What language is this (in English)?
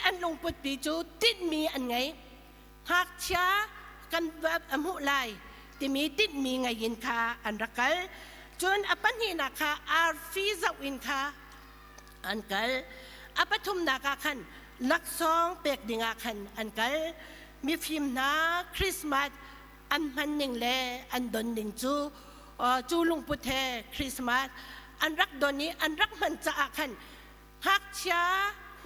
Hakha Chin